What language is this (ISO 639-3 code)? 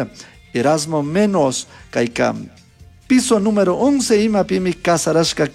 qug